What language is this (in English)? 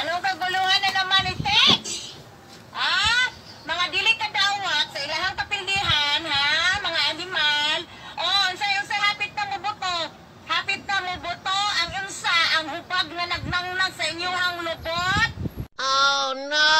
Cebuano